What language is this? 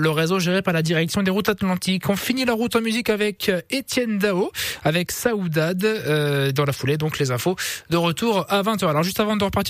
French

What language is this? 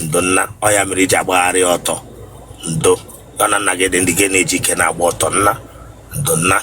Igbo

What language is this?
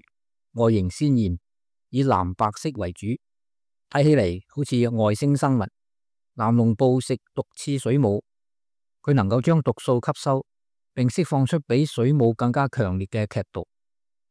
Cantonese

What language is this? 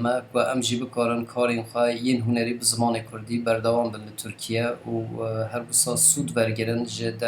Kurdish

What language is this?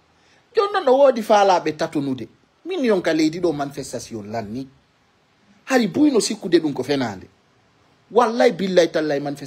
Fula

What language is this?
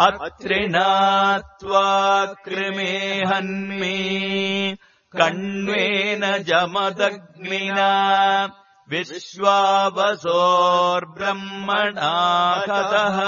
Sanskrit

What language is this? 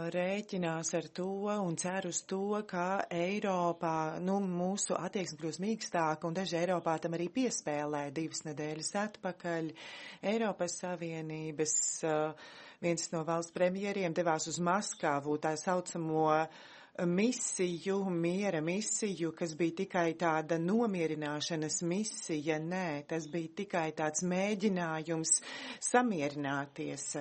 Latvian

